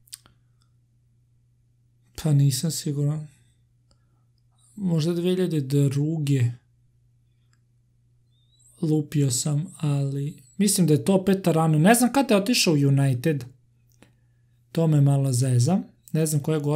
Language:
Serbian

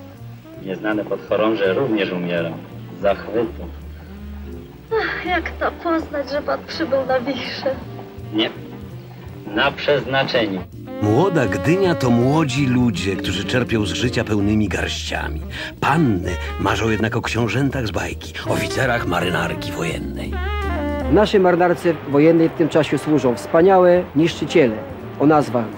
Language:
Polish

